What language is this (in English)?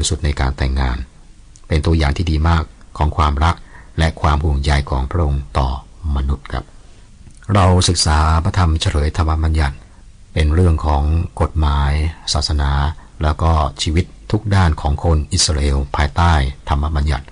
Thai